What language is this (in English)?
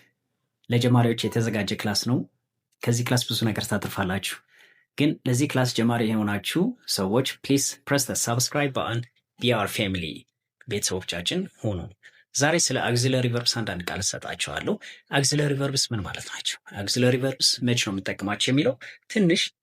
Amharic